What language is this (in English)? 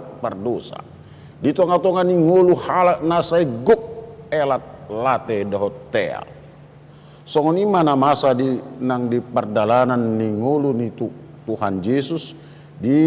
Batak Toba